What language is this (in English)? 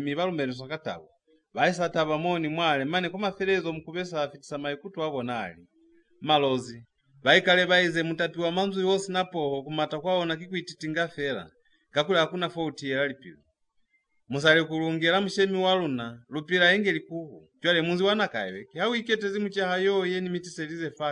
Lozi